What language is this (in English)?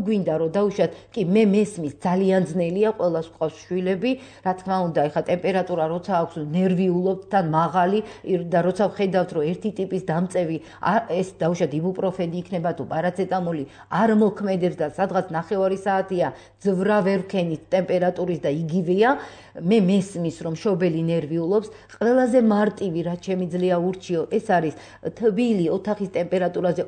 Georgian